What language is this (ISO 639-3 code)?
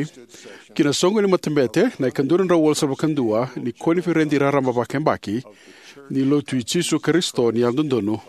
fij